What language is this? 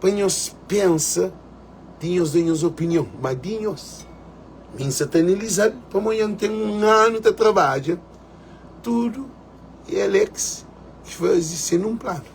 Kabuverdianu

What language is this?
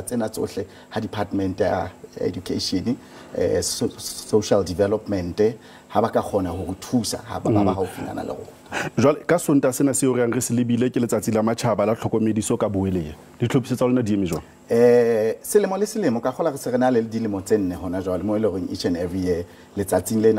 Southern Sotho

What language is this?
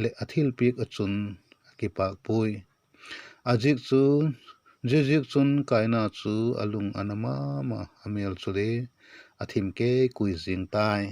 Vaiphei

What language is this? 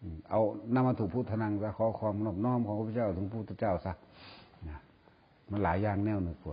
Northeastern Thai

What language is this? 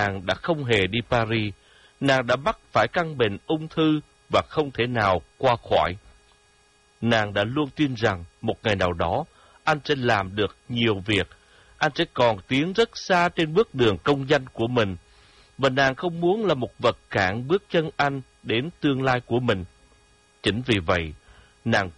Vietnamese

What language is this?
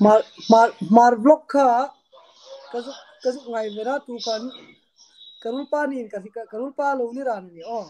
Hmar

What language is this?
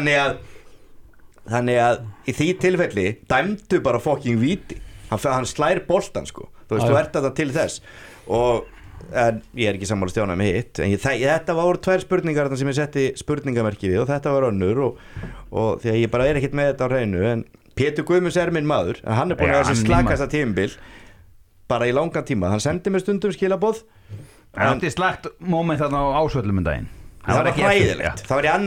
Icelandic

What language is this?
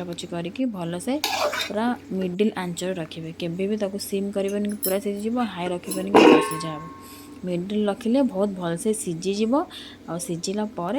Odia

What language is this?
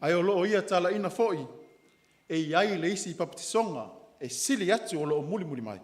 Samoan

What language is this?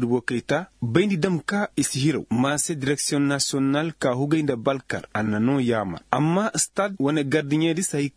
Koyraboro Senni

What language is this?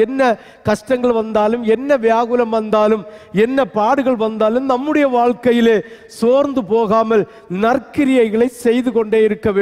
Tamil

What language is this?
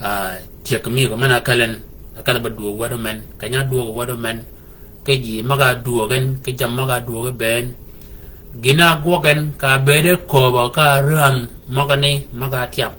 Shilluk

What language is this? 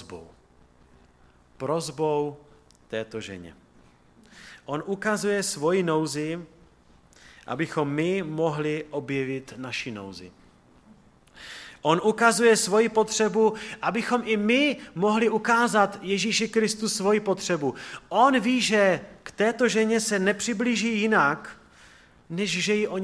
Czech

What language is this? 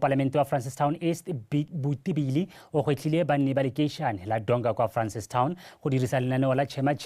Tswana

